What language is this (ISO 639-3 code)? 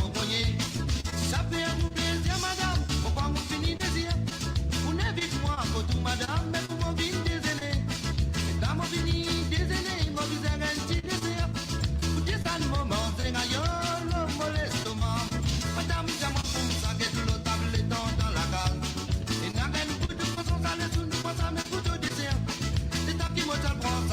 mfe